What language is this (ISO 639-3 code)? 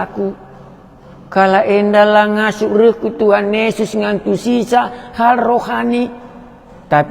btx